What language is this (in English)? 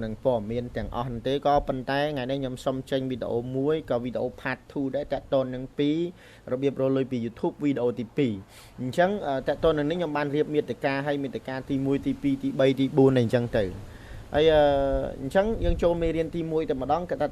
Khmer